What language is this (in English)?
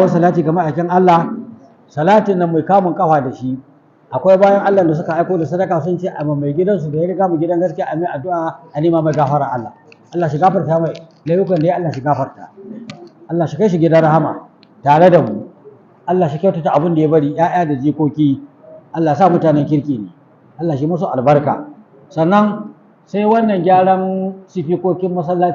Hausa